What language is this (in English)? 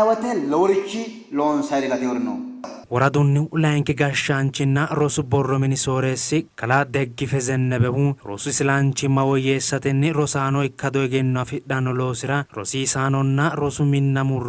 Sidamo